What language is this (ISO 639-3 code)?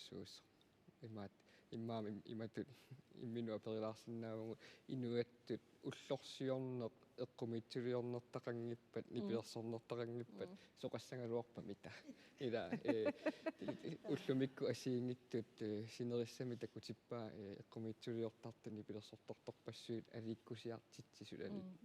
kal